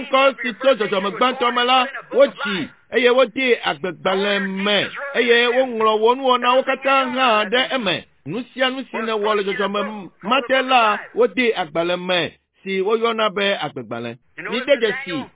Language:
Ewe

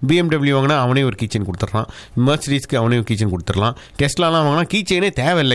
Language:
Tamil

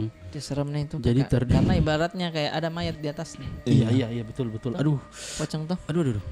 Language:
Makassar Malay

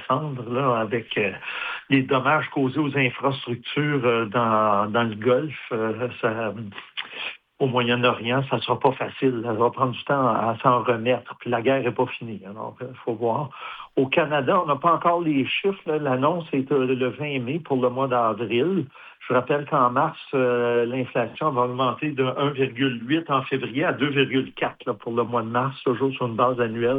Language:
French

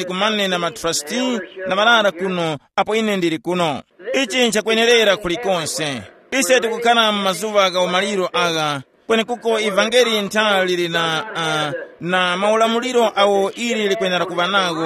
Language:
Tumbuka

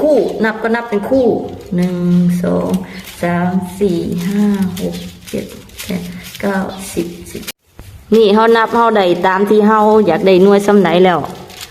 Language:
Lao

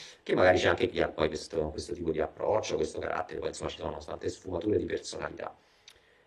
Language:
Italian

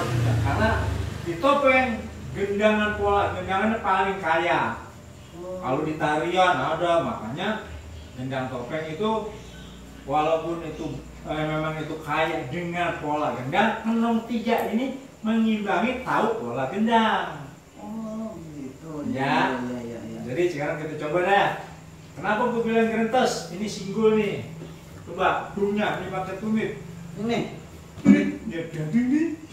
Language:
Betawi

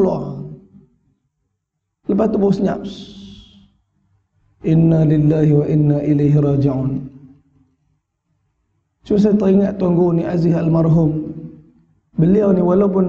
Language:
Malay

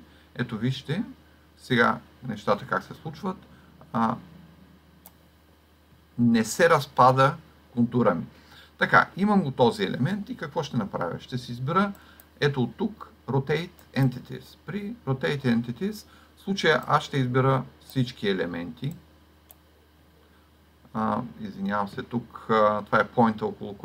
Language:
Bulgarian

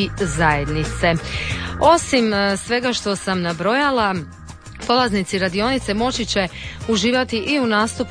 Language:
Croatian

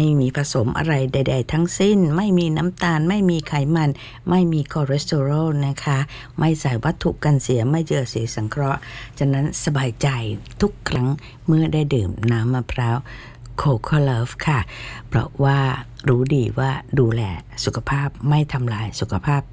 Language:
Thai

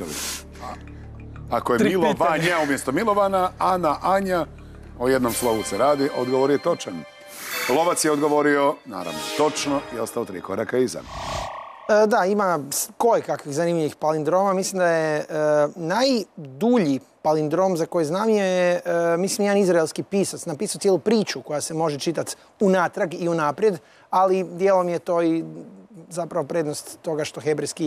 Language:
Croatian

